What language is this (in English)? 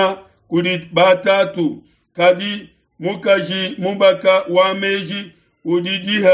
Luba-Lulua